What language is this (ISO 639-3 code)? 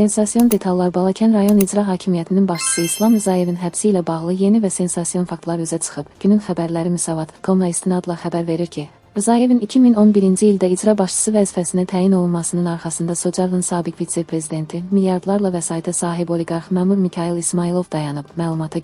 aze